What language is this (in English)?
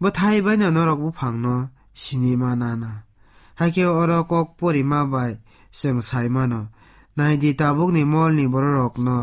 Kok Borok